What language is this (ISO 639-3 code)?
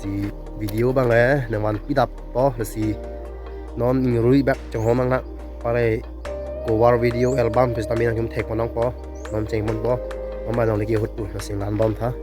mjw